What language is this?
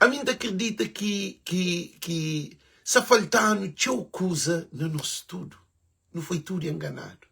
Kabuverdianu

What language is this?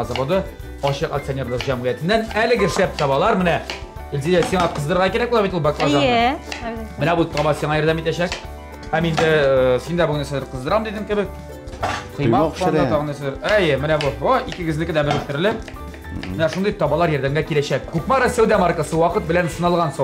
Tatar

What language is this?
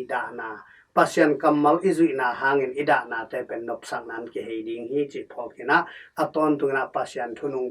Tedim Chin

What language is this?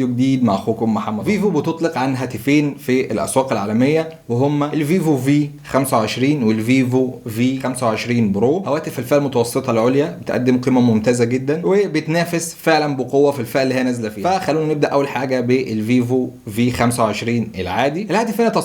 Egyptian Arabic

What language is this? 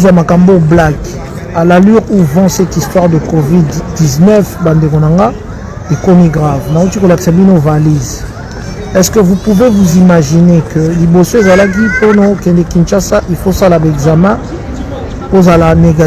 Lingala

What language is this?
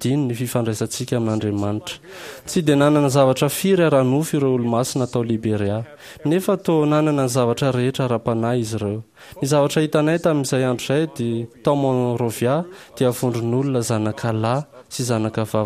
Malagasy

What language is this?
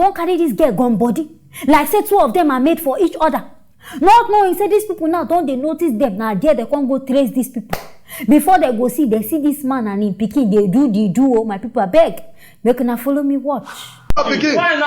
Nigerian Pidgin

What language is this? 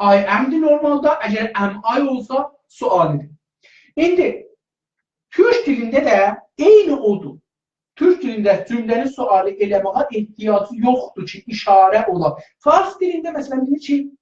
South Azerbaijani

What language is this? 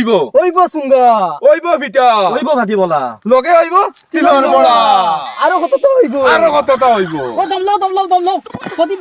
Sylheti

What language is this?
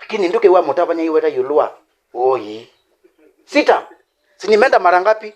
Kamba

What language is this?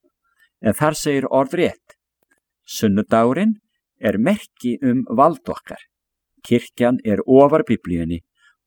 Icelandic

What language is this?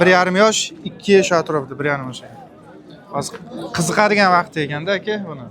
Uzbek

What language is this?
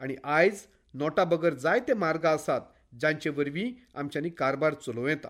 Konkani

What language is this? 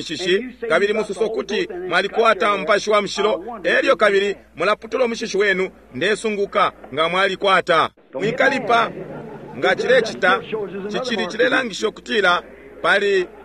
Bemba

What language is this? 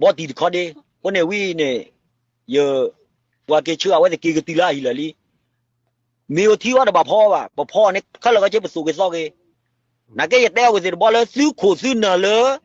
S'gaw Karen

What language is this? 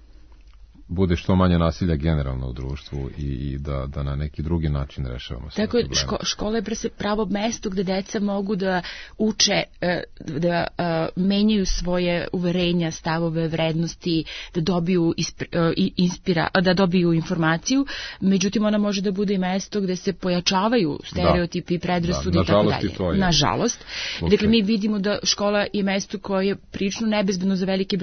Serbian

